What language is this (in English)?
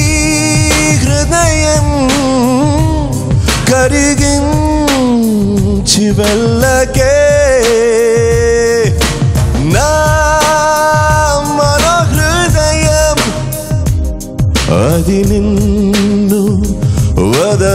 Telugu